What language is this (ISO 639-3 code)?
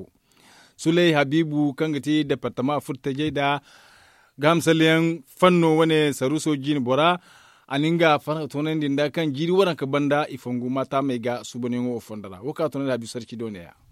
dje